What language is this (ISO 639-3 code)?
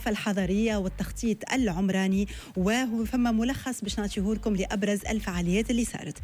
aeb